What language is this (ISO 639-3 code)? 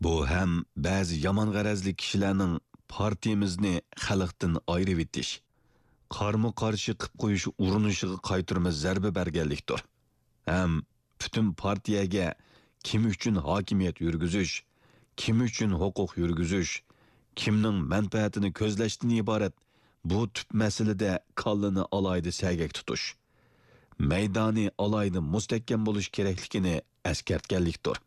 uig